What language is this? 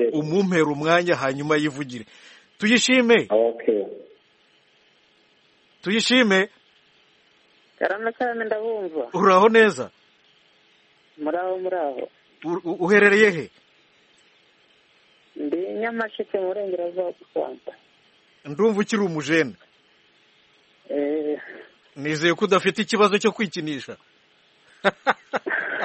Kinyarwanda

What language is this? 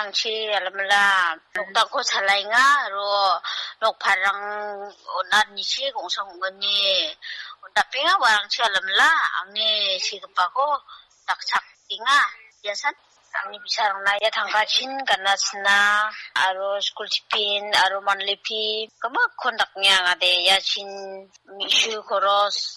Garo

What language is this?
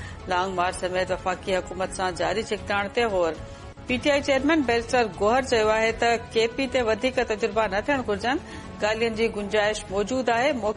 Sindhi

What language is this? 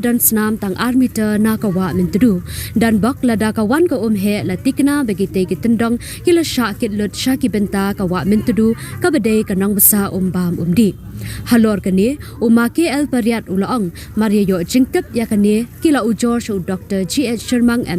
Khasi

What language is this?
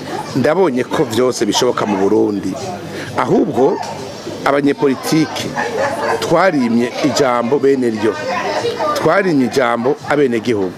Rundi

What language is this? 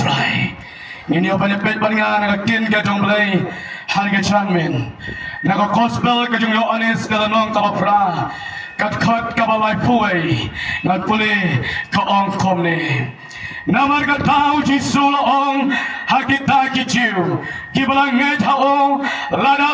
Khasi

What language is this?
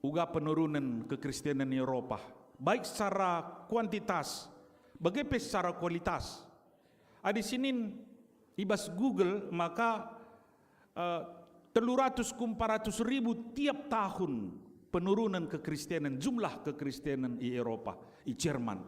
Batak Karo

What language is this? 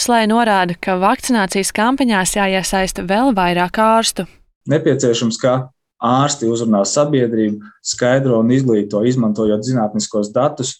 Latvian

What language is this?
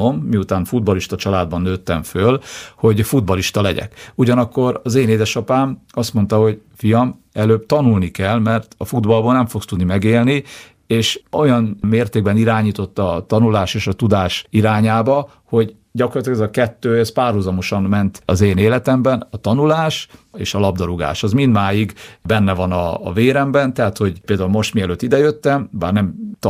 Hungarian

